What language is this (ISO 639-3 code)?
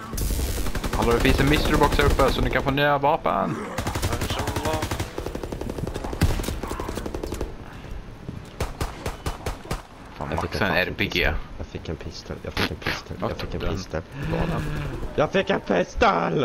swe